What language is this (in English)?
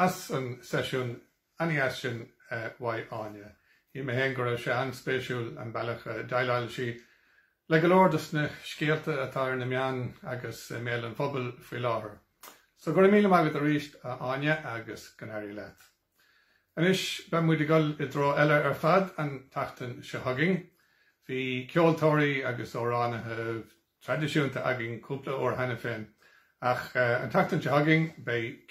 Irish